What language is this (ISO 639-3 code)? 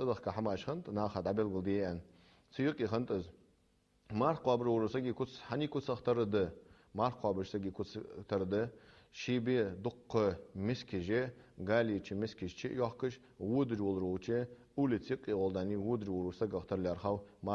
inh